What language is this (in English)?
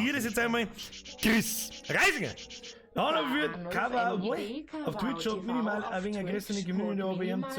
Bavarian